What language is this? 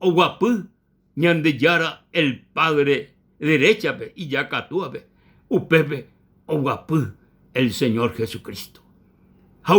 Guarani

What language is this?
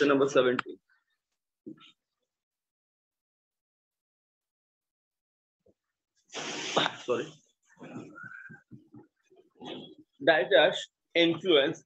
Marathi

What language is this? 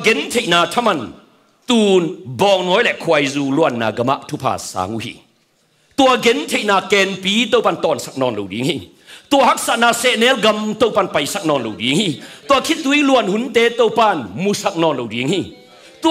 Tedim Chin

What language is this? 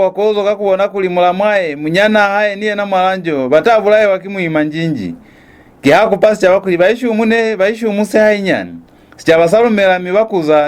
Lozi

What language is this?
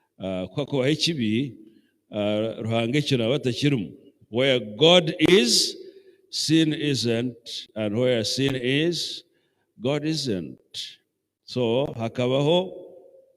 Nyankole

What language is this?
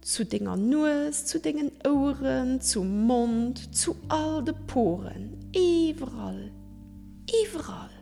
Luxembourgish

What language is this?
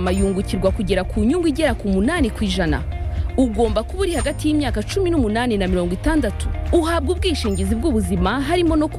Kinyarwanda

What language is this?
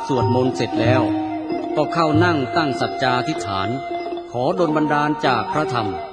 Thai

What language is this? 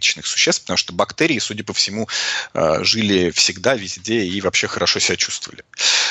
Russian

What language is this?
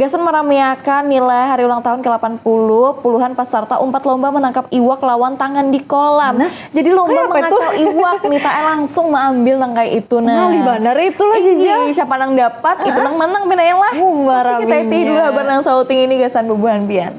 Banjar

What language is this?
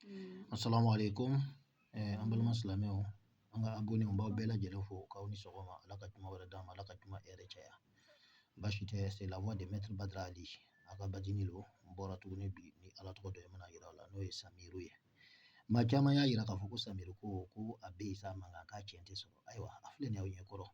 Bambara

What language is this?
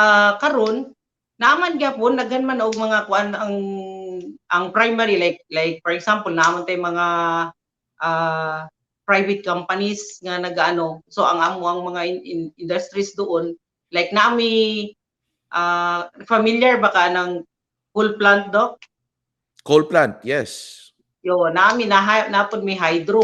Cebuano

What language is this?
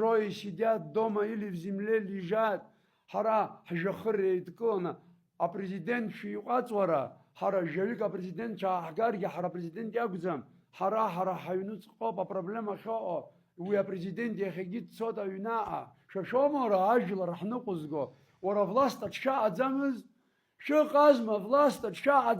Abkhazian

